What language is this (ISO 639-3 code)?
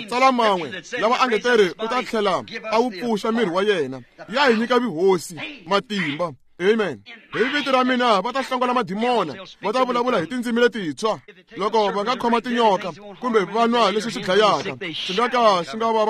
tso